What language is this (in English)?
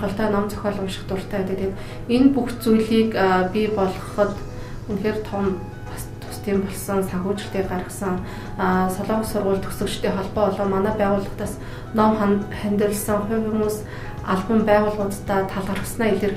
Mongolian